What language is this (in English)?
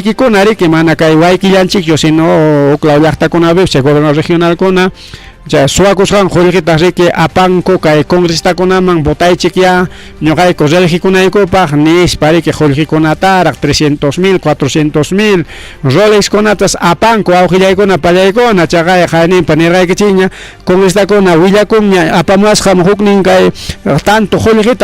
Ayacucho Quechua